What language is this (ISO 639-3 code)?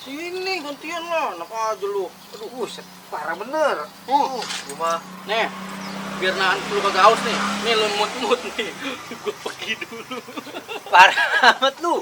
bew